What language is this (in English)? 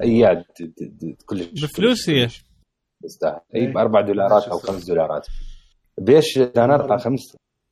Mesopotamian Arabic